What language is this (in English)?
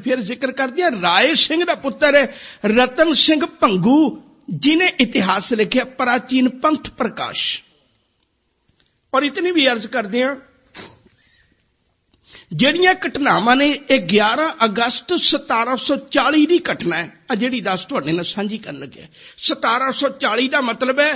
Punjabi